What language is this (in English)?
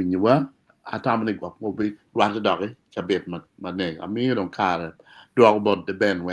Acoli